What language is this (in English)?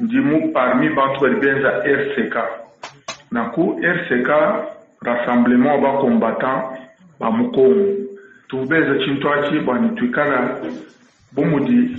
Luba-Lulua